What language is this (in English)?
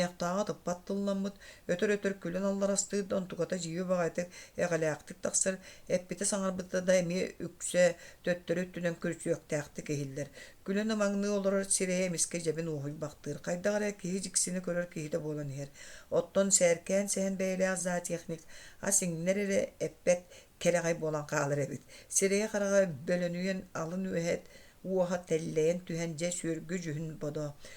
Yakut